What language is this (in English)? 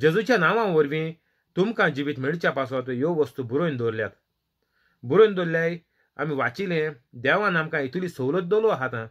Konkani